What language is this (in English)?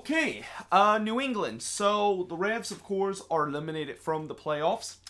English